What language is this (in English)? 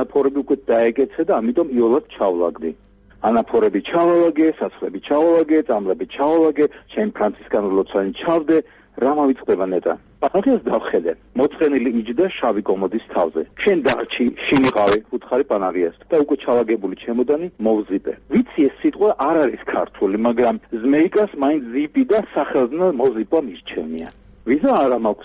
Georgian